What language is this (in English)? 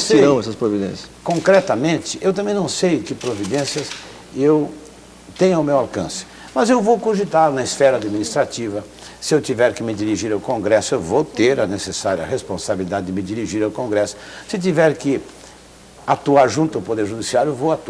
Portuguese